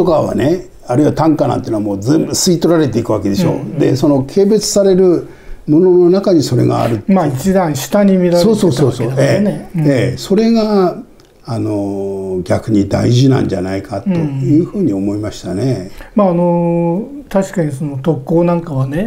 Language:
Japanese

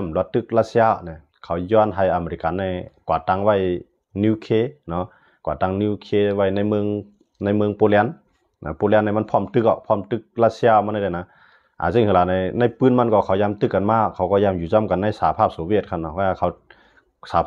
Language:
Shan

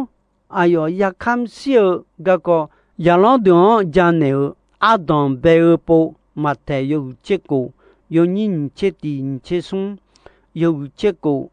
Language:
Akha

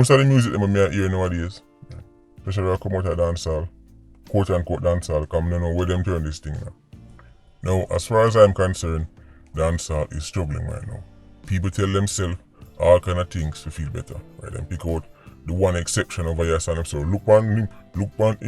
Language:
Jamaican Creole English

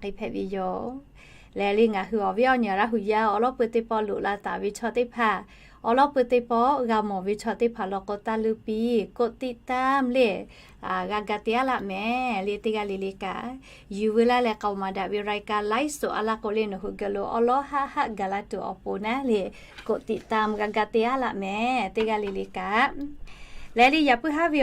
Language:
Lahu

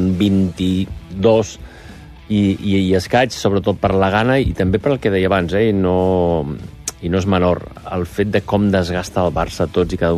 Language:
Catalan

